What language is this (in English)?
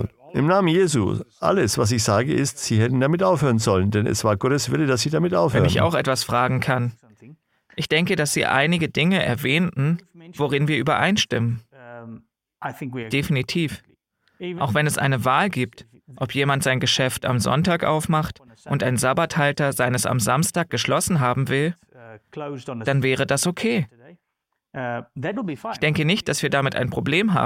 German